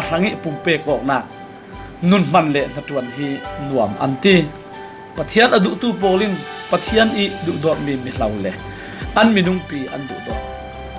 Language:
Falam Chin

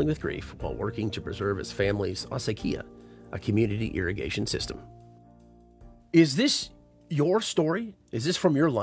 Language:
English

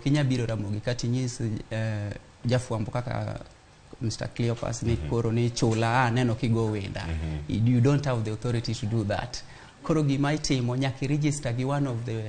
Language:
Luo (Kenya and Tanzania)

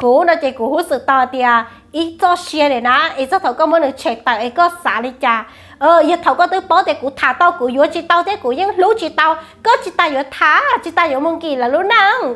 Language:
Hmong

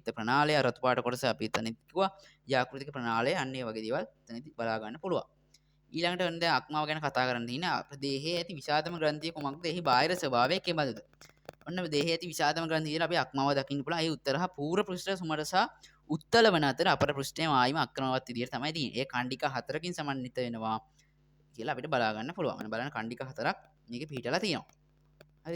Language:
Sinhala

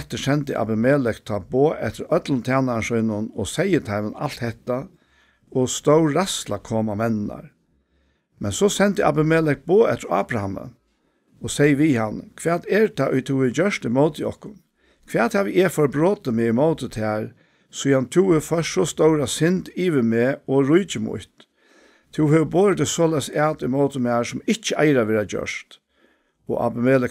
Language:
Faroese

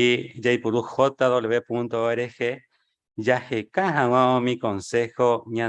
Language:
Guarani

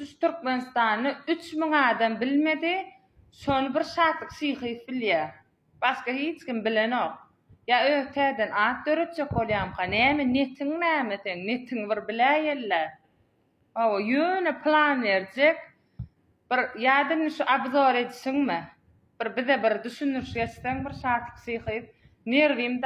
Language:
Turkmen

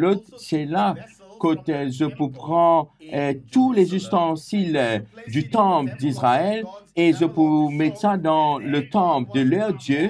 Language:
Morisyen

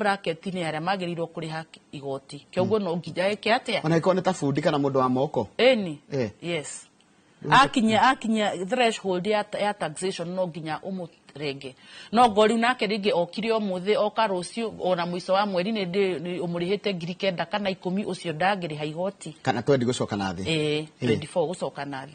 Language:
Kikuyu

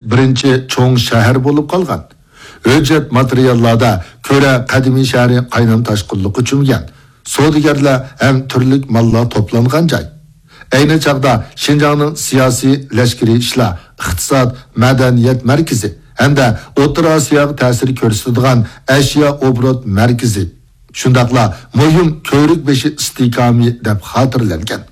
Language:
Uyghur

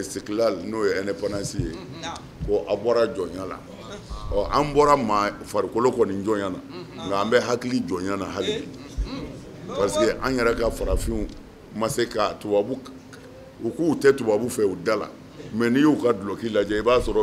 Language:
Bambara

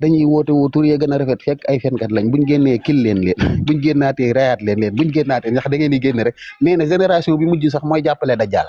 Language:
Wolof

